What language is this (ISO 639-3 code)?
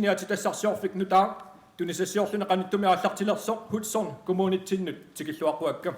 kal